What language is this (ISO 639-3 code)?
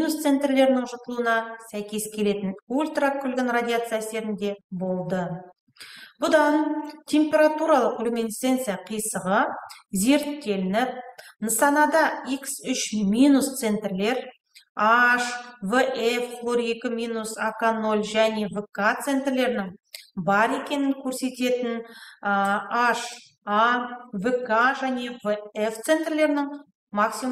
kaz